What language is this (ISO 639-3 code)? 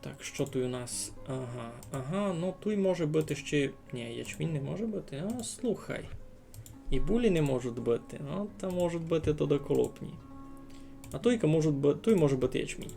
rue